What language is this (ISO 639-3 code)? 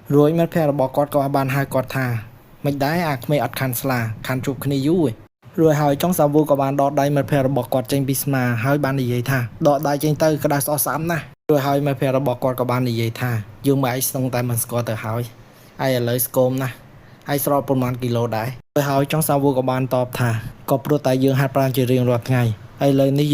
khm